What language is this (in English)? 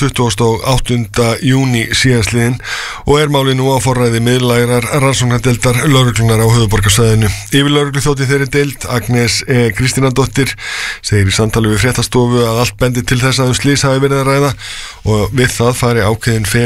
Icelandic